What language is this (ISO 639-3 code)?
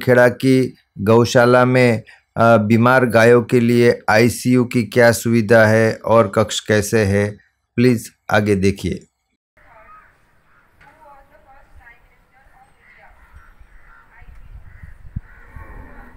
hin